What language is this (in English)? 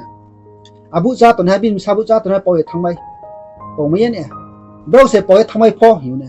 Riang (India)